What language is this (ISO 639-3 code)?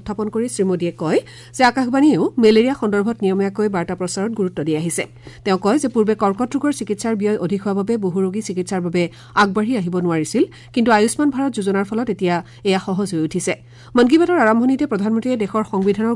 asm